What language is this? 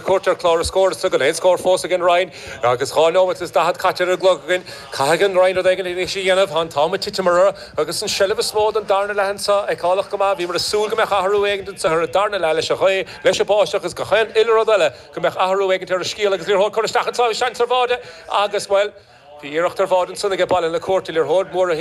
Irish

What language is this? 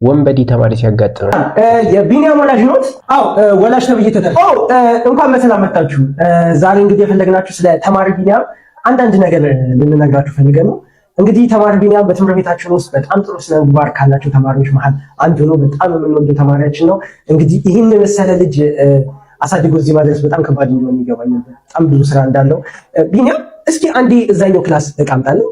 Amharic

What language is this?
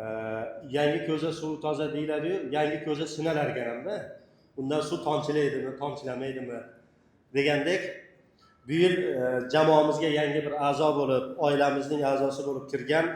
Uzbek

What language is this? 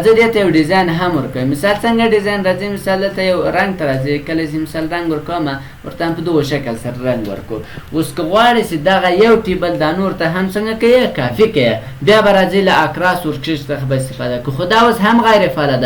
Pashto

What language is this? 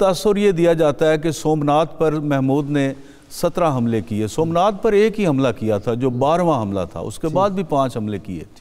Urdu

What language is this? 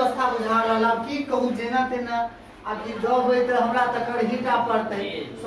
Maithili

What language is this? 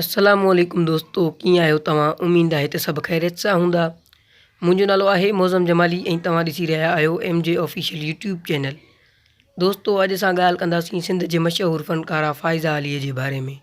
Sindhi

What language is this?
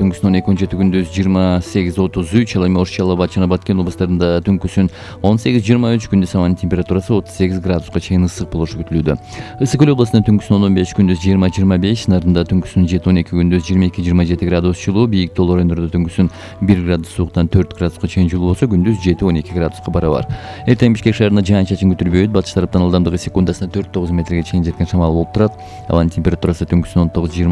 Kyrgyz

